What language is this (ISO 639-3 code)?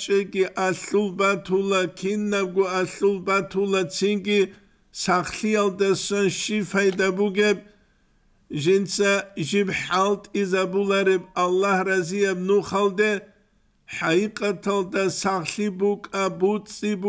ava